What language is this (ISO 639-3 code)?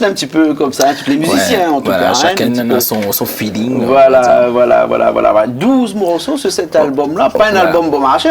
rcf